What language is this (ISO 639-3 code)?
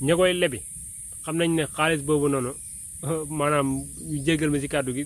wol